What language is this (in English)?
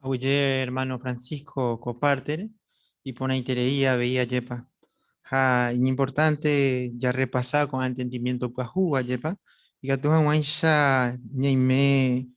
Guarani